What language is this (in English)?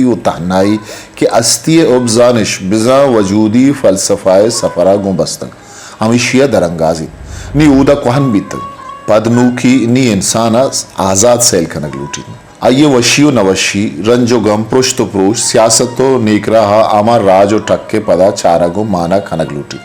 Eastern Balochi